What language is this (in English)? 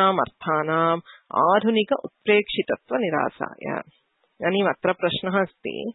Sanskrit